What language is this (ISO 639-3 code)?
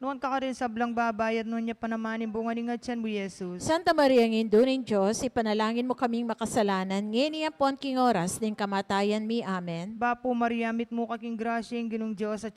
pam